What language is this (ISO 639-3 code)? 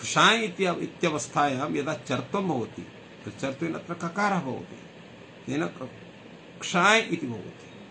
san